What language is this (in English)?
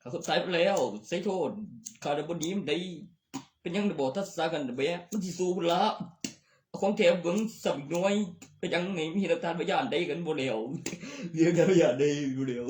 Northeastern Thai